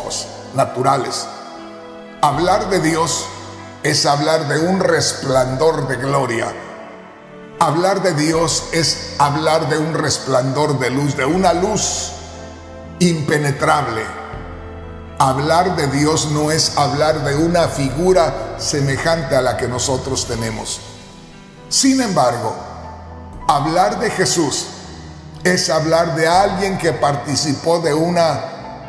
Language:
Spanish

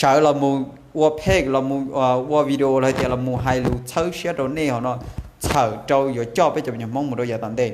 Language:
Hmong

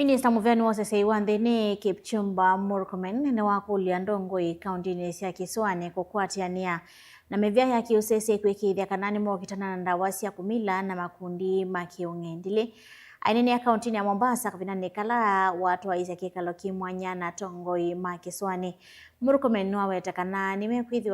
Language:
Kamba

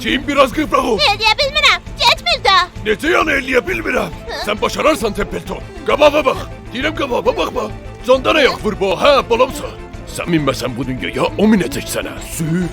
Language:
South Azerbaijani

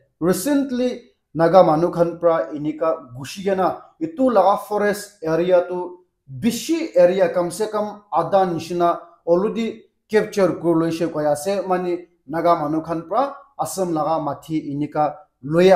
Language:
Naga Pidgin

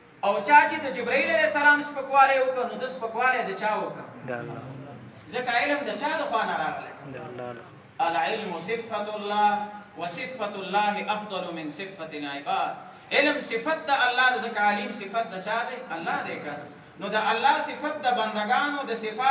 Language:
Pashto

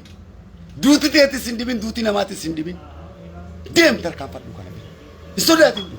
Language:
Oromo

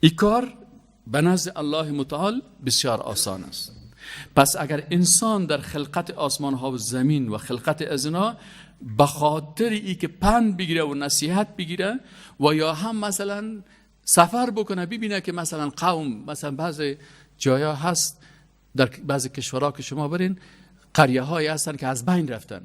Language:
Persian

